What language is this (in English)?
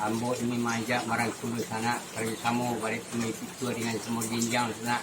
Minangkabau